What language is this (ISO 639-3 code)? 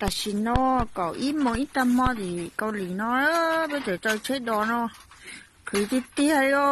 hmn